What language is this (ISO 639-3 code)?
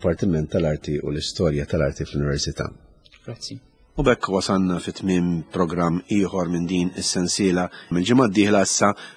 mlt